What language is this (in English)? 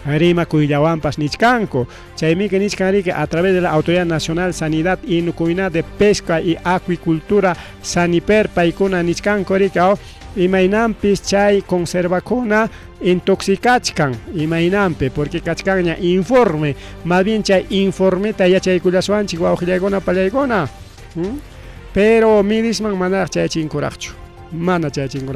Ayacucho Quechua